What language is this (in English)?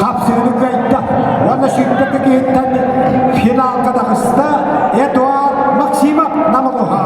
Yakut